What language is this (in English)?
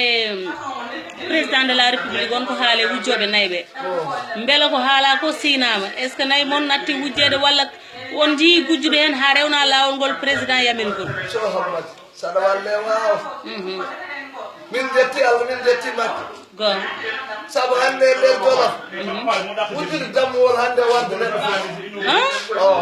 Fula